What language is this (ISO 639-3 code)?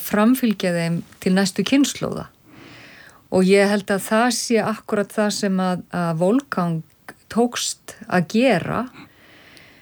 isl